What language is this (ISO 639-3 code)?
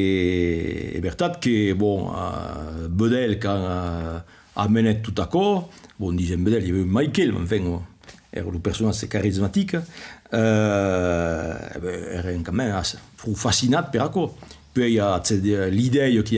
oci